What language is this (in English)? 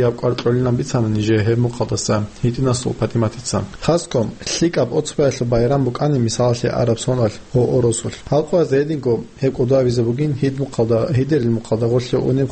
Avaric